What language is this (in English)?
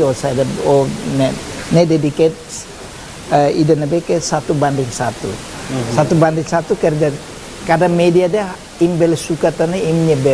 Tetum